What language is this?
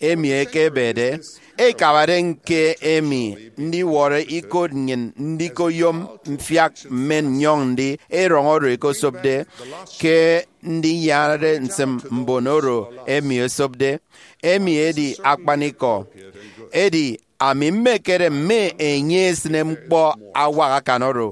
Efik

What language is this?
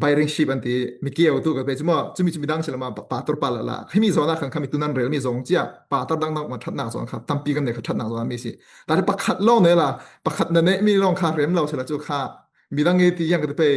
Falam Chin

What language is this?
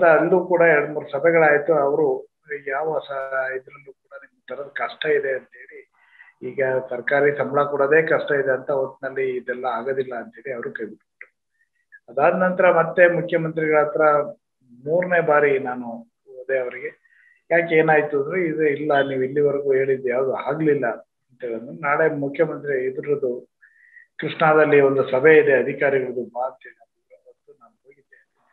Kannada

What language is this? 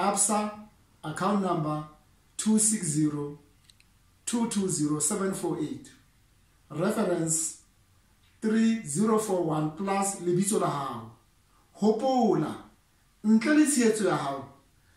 Southern Sotho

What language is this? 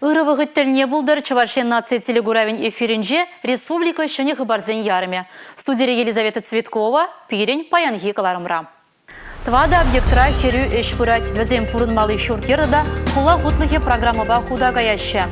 Chuvash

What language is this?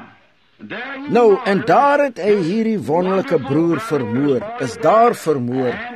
Afrikaans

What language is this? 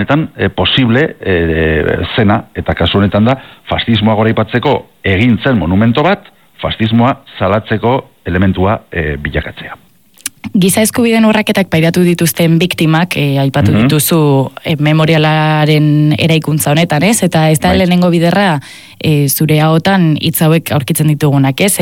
Basque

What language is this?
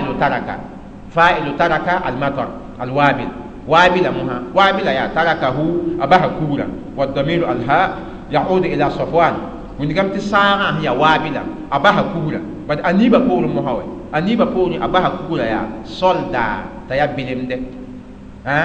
Mossi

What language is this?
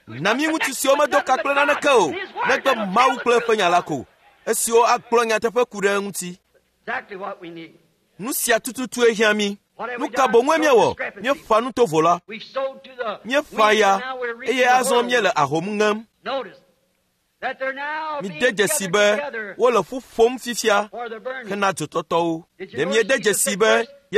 Ewe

